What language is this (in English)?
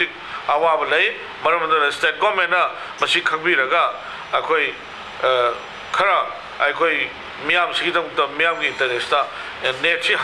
Manipuri